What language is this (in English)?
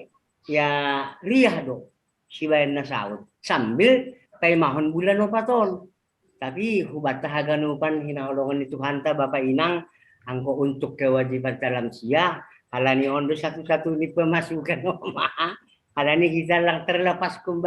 Batak Simalungun